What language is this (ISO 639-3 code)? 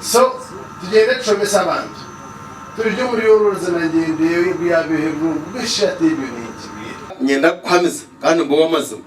nyn